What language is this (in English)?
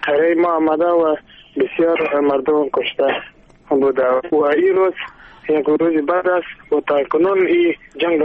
Persian